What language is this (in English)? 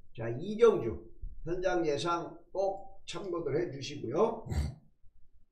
Korean